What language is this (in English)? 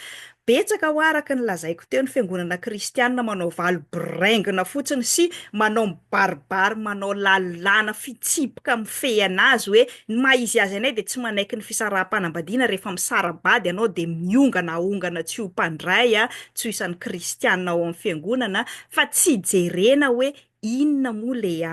Malagasy